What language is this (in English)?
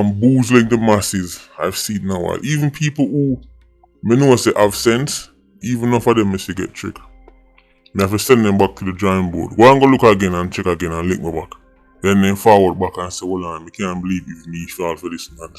Jamaican Creole English